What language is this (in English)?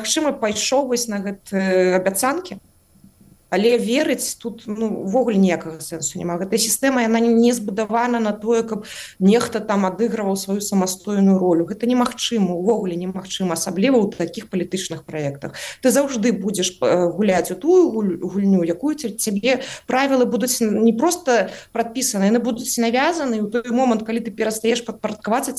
Belarusian